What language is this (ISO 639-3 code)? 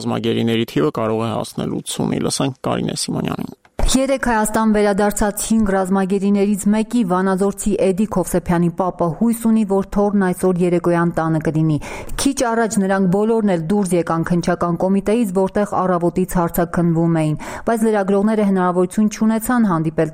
hye